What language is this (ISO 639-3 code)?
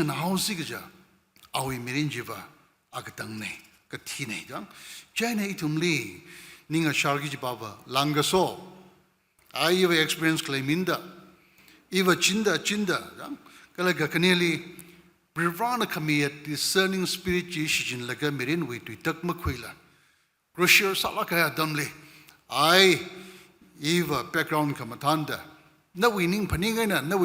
nmf